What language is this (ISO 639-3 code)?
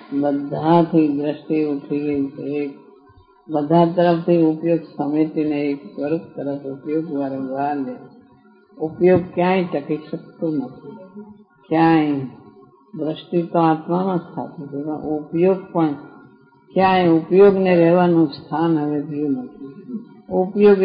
guj